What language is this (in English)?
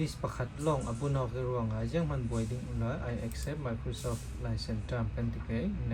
Falam Chin